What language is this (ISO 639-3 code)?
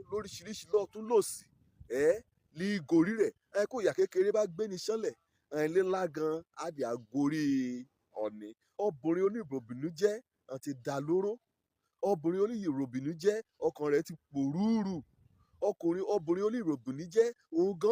yor